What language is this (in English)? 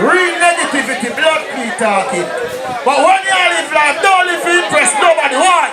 Jamaican Creole English